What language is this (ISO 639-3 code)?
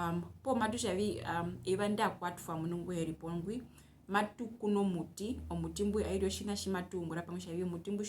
her